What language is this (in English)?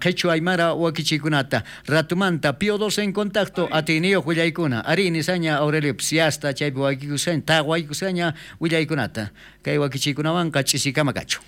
South Bolivian Quechua